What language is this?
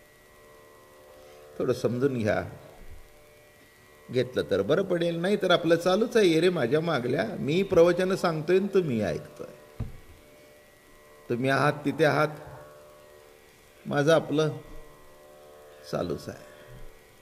Marathi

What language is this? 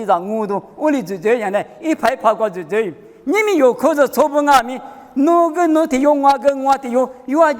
Lisu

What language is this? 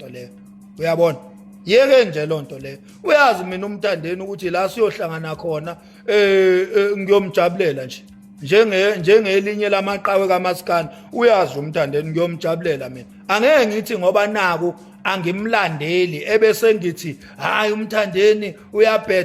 Zulu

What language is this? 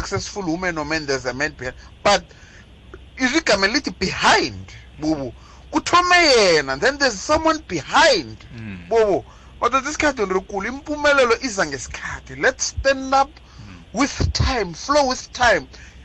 South Ndebele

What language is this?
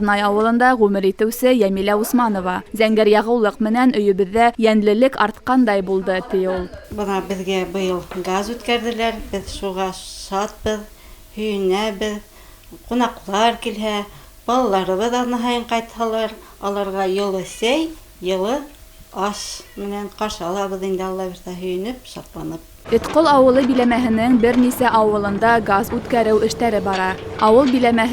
Bashkir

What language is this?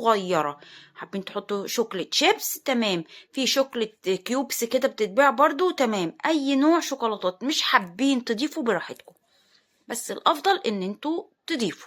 Egyptian Arabic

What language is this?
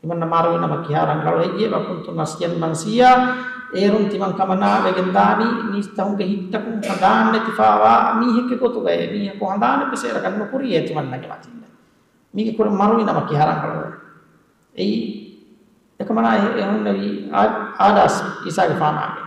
Divehi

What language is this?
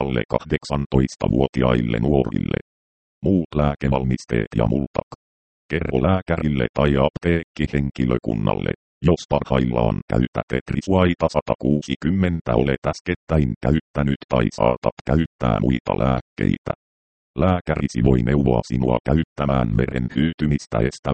Finnish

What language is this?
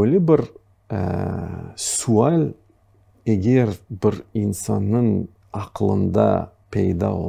Crimean Tatar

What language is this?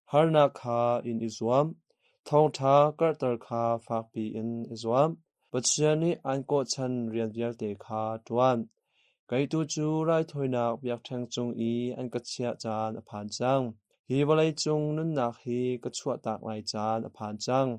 Hakha Chin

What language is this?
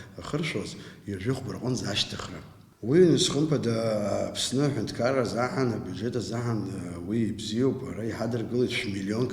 Abkhazian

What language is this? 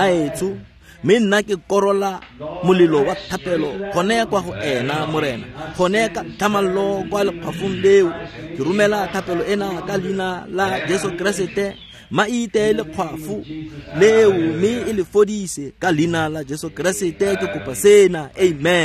Tswana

